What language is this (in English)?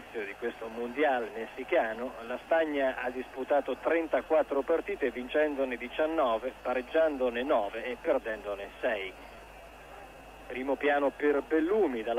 Italian